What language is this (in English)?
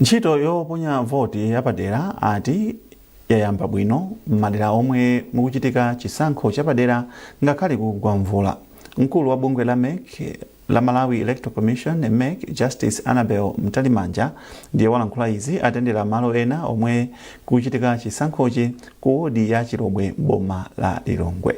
Nyanja